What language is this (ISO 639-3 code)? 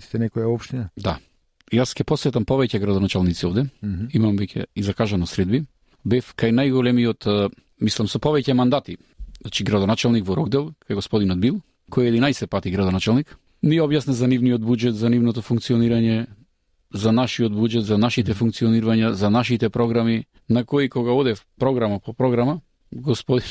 mkd